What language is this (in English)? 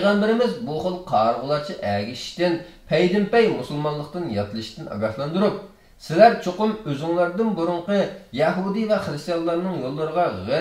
Uyghur